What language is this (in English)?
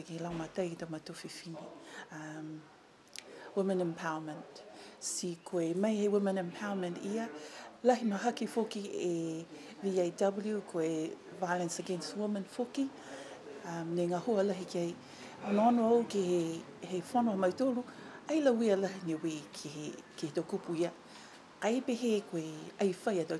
Niuean